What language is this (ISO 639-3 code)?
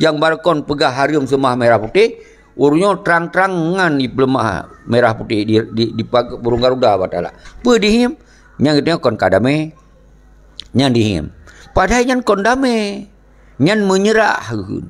ace